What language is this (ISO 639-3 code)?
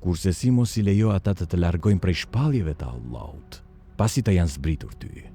sqi